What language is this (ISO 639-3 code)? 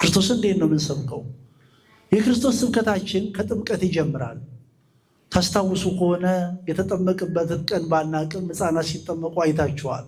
amh